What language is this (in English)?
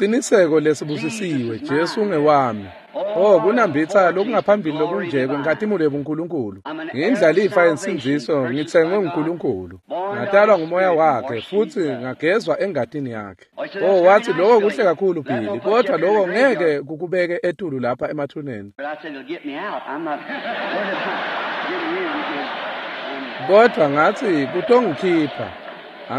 Swati